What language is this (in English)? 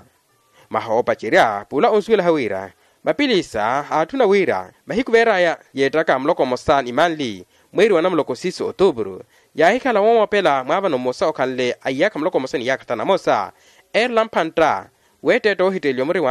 Makhuwa